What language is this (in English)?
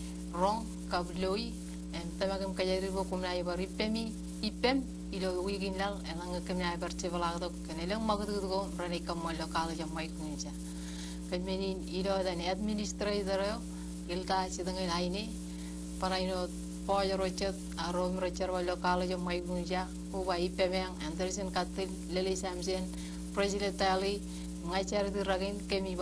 Marshallese